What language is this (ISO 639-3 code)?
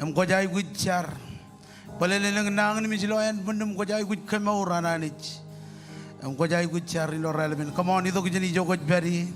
mah